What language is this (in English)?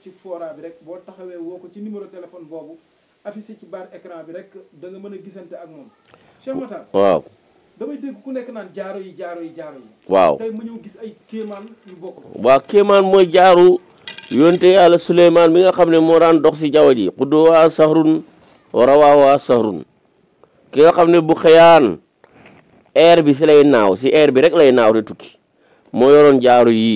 Wolof